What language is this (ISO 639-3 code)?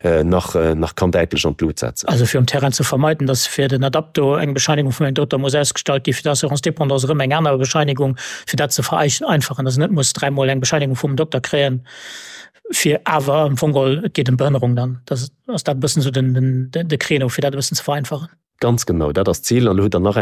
ltz